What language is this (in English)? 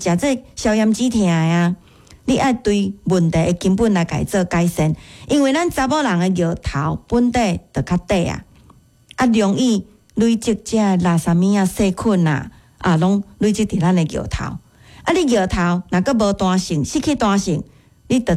Min Nan Chinese